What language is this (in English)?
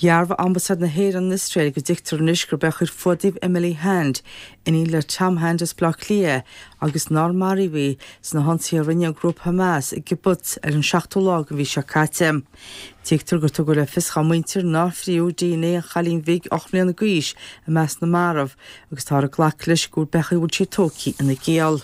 Irish